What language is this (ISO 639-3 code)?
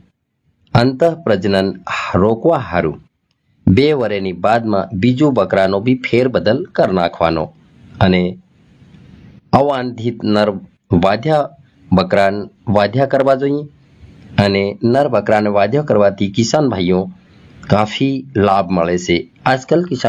guj